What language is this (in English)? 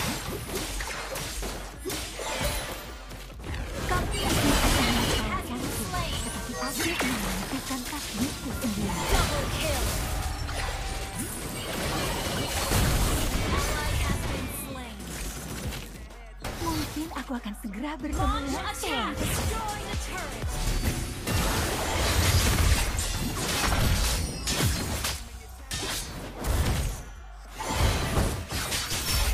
Indonesian